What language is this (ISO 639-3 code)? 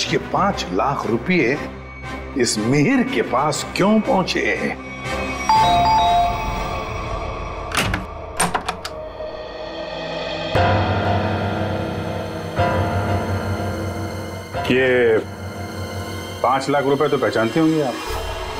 hin